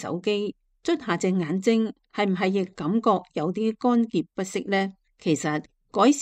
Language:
Cantonese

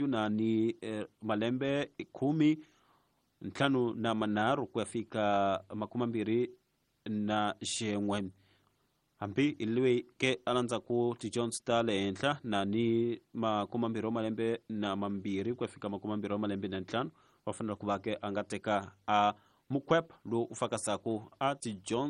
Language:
Tsonga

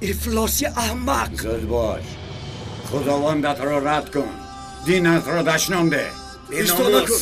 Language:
Tajik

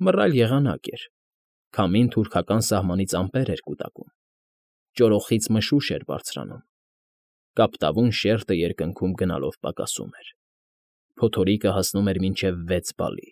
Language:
Armenian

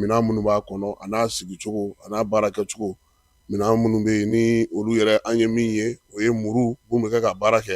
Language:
Bambara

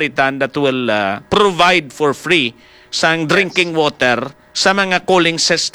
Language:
Hiligaynon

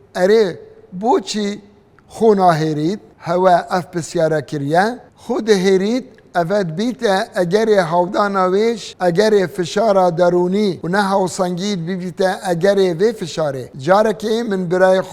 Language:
Kurdish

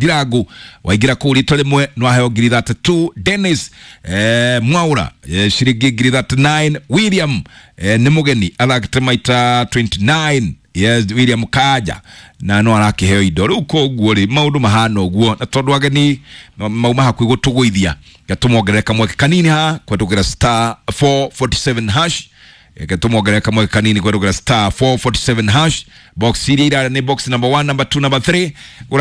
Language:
Kikuyu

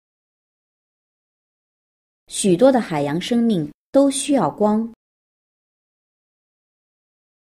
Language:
Chinese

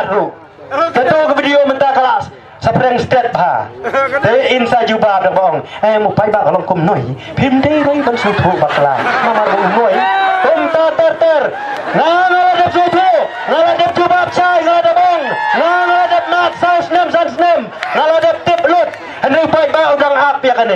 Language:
Khasi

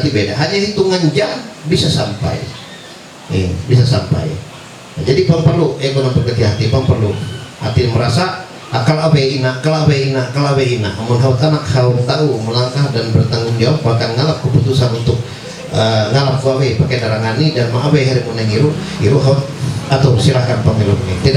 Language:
Ma'anyan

